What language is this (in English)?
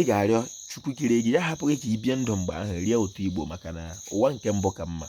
Igbo